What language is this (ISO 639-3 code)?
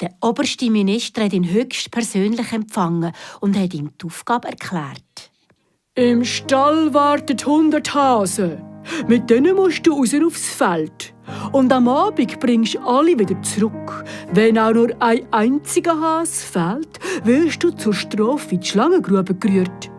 gsw